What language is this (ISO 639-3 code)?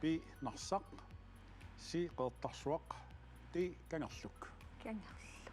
kal